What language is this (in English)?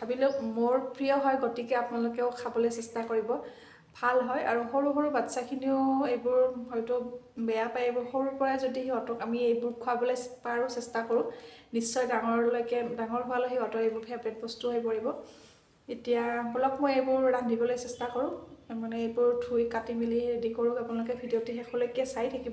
Assamese